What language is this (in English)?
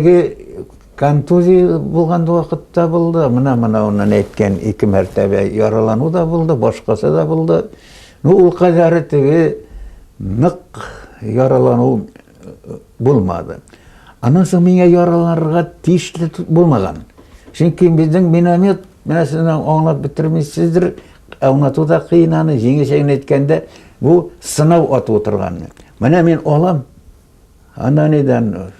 Bashkir